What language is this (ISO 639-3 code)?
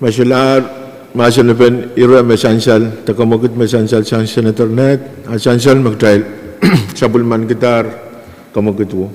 pon